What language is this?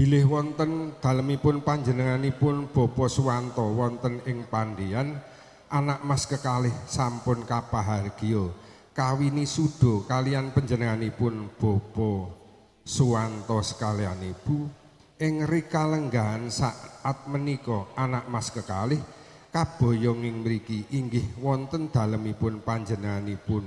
Javanese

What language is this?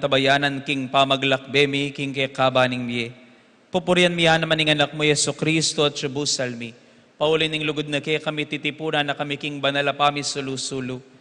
Pampanga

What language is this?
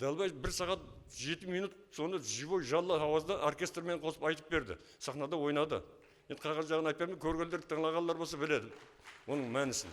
Kara-Kalpak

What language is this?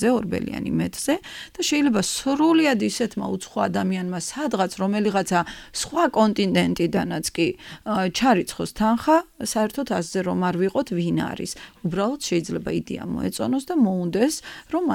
Georgian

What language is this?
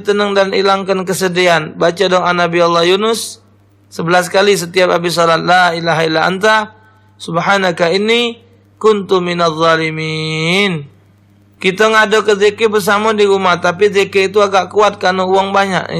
Musi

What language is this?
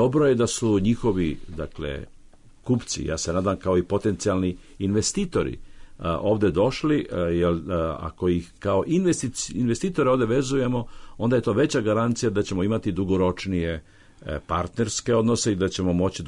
Serbian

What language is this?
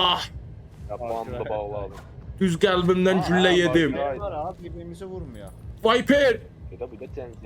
South Azerbaijani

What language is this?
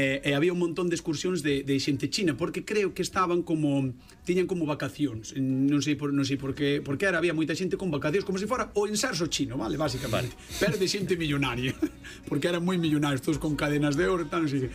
Galician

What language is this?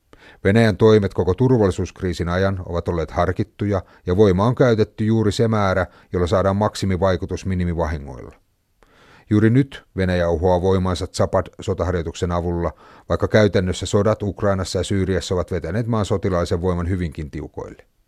Finnish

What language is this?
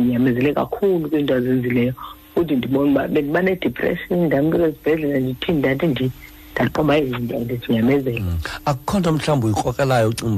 Xhosa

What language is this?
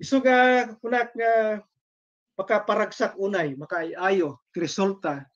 Iloko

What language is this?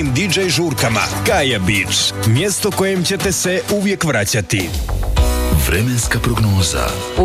Croatian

